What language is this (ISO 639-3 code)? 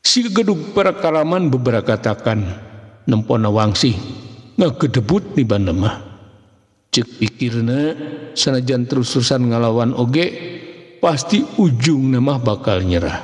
sun